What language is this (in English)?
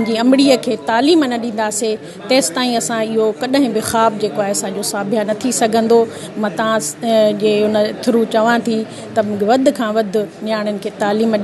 Sindhi